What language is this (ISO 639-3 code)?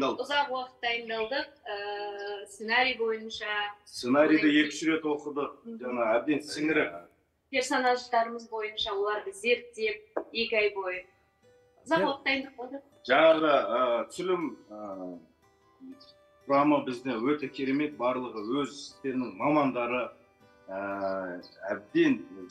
kaz